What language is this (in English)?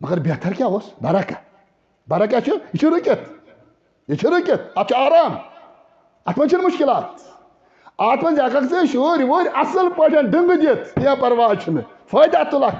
Kashmiri